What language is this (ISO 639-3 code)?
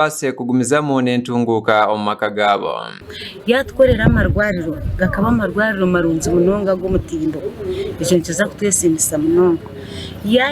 nyn